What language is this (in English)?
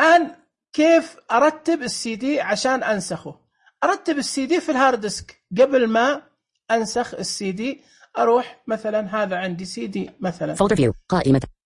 Najdi Arabic